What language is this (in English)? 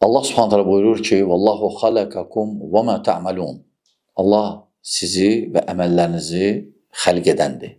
Azerbaijani